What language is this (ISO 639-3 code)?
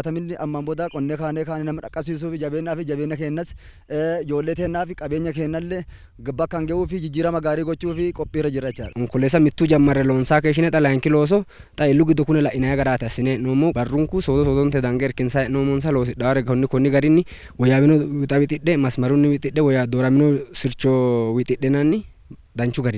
sid